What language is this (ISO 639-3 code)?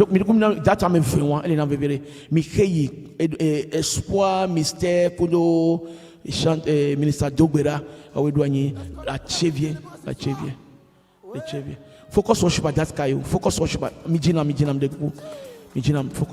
ewe